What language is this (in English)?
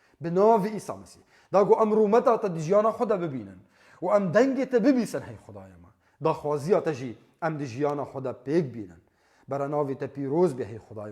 Kurdish